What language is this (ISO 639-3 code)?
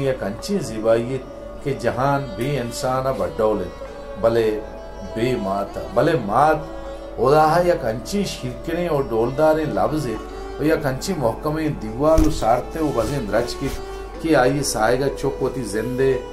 bal